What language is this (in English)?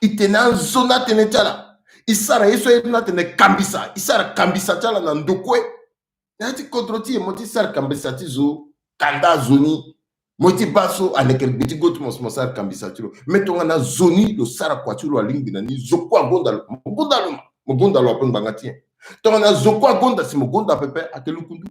Sango